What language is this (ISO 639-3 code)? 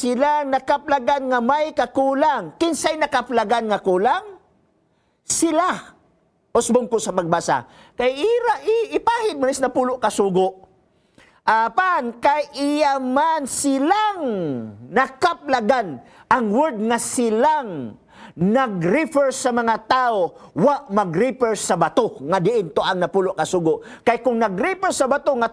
ceb